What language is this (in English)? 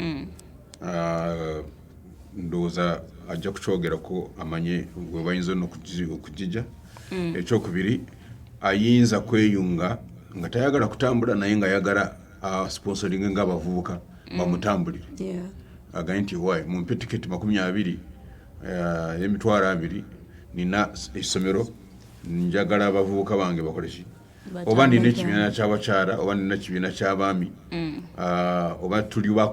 Ganda